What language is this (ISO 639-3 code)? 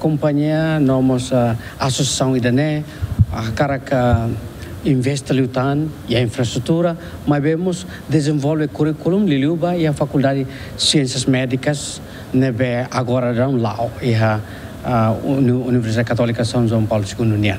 tet